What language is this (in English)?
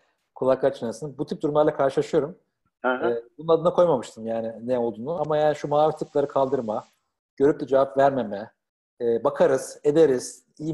Turkish